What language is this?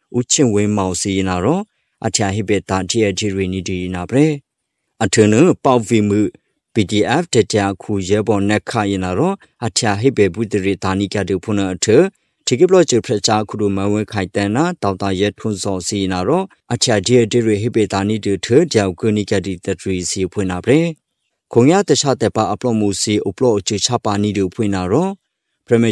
Burmese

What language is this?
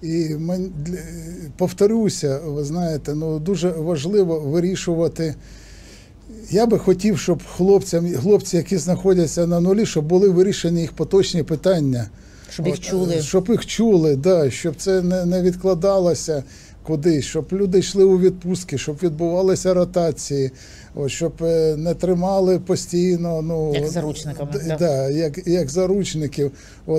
Ukrainian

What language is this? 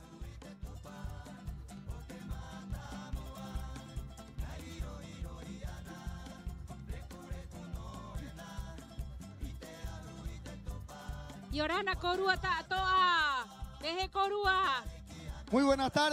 Rapanui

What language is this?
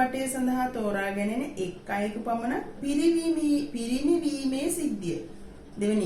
Sinhala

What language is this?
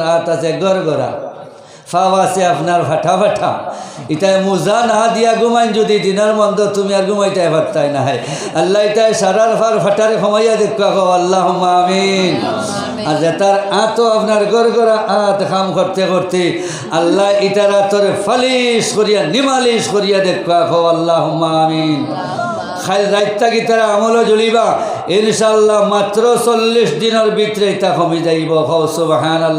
Sylheti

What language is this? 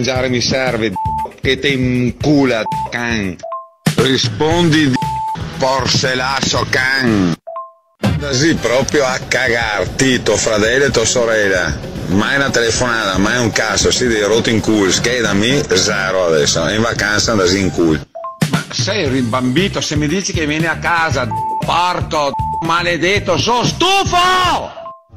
Italian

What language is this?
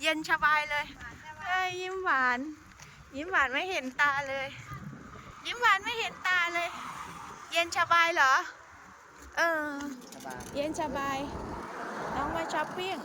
Lao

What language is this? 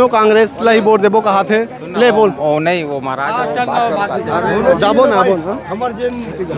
Chhattisgarhi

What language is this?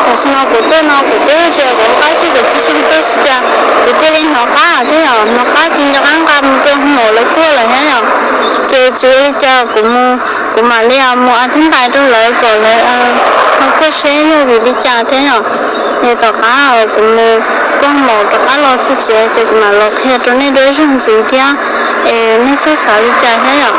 Hmong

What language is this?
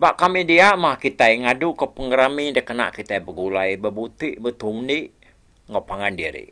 Iban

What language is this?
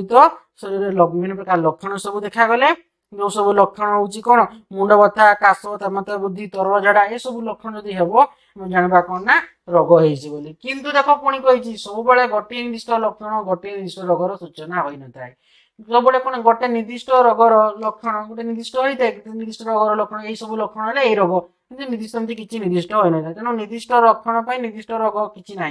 Odia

